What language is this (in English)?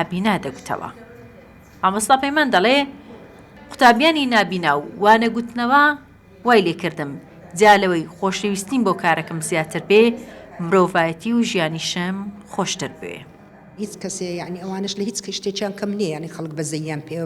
Central Kurdish